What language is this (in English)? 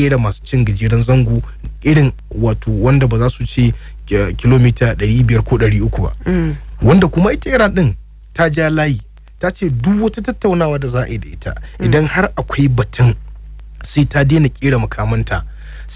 Hausa